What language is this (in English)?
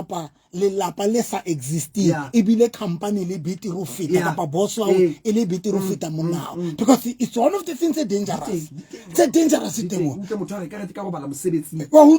Southern Sotho